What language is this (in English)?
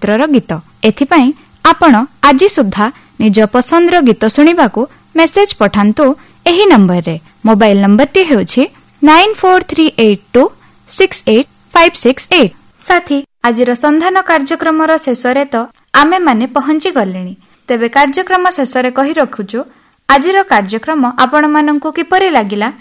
Odia